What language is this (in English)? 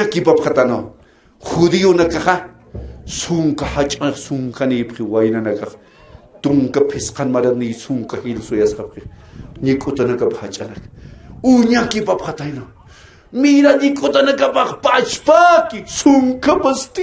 Aymara